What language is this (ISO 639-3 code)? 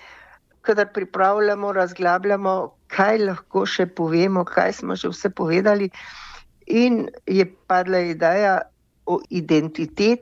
slv